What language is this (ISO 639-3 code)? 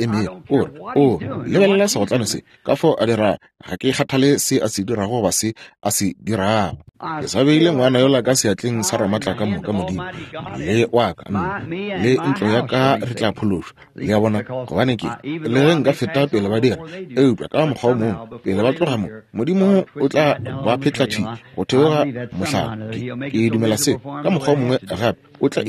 nso